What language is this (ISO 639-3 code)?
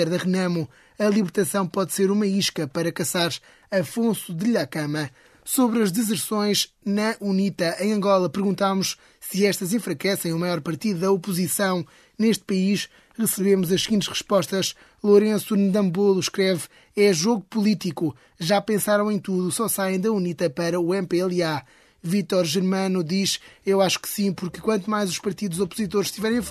por